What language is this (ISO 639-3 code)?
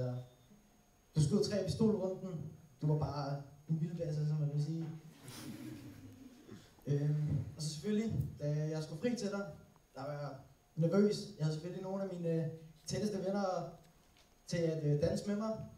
dan